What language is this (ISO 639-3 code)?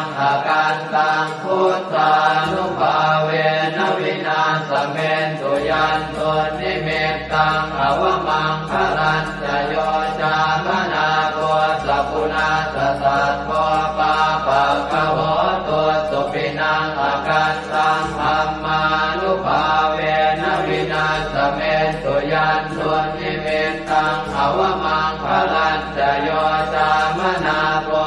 pli